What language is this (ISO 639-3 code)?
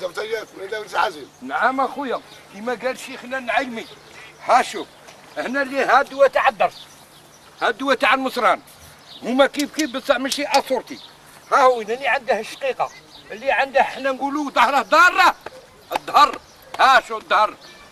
arq